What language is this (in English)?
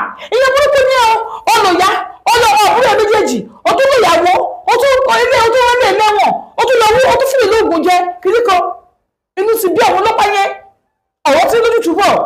Yoruba